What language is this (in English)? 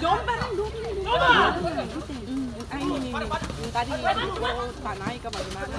Ambonese Malay